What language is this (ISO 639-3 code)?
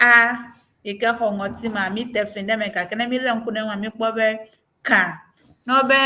ewe